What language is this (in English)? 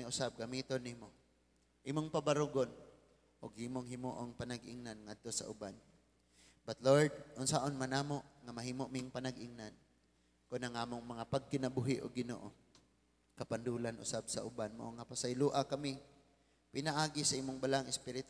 Cebuano